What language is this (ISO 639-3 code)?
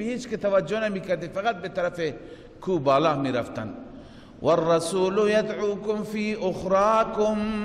fas